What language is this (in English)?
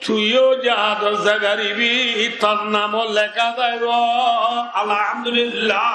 Rohingya